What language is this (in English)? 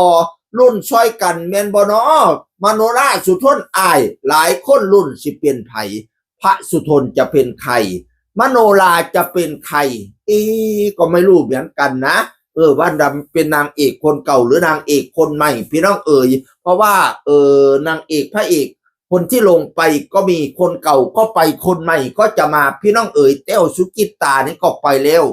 Northeastern Thai